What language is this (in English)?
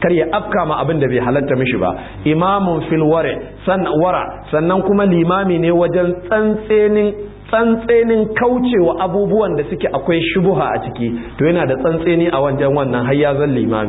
Hausa